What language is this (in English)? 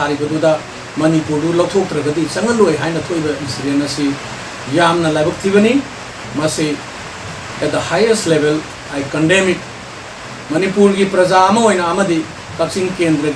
Manipuri